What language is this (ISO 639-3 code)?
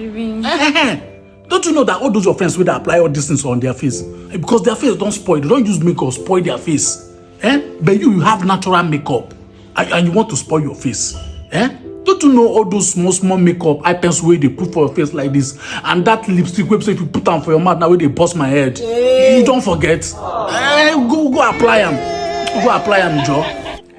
pcm